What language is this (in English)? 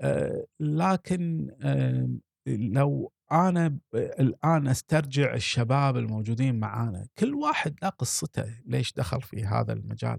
Gulf Arabic